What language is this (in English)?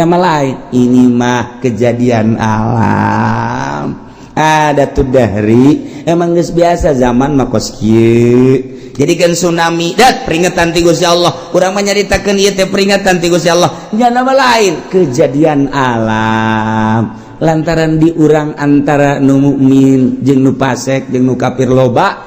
Sundanese